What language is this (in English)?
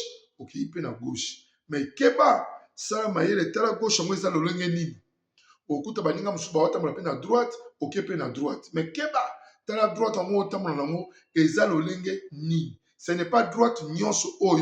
Lingala